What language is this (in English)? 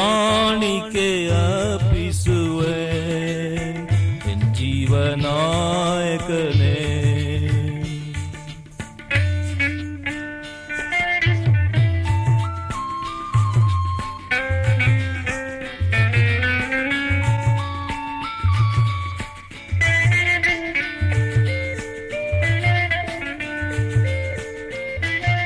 Kannada